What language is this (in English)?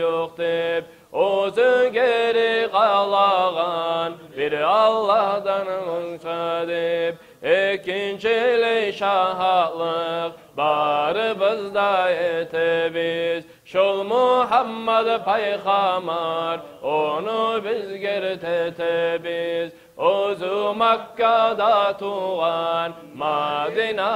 Kumyk